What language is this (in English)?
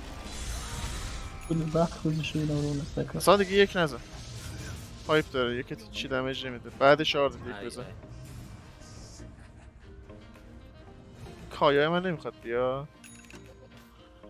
Persian